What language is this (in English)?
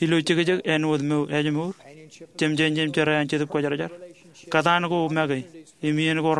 Marshallese